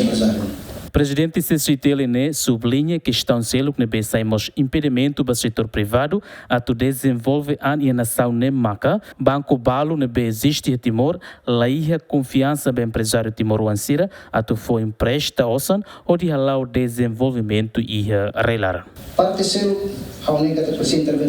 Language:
Tetum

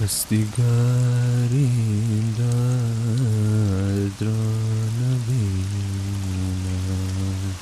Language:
Persian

